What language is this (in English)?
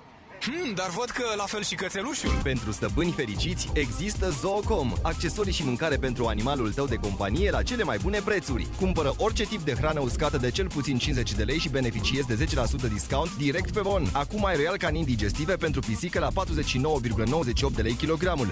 Romanian